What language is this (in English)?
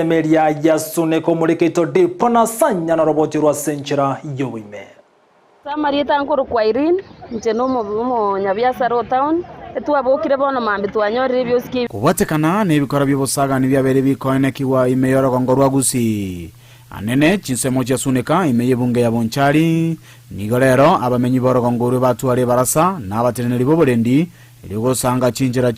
Gusii